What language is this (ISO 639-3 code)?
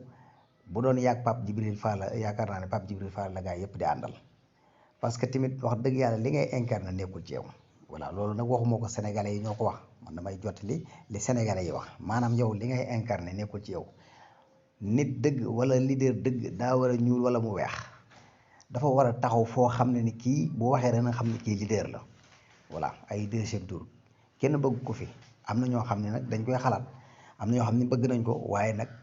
wol